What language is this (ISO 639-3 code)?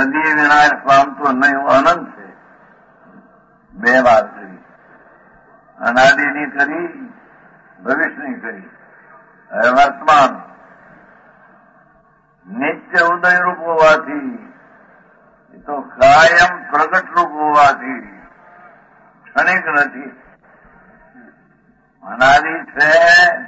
guj